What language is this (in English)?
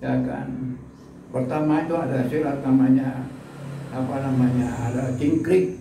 Betawi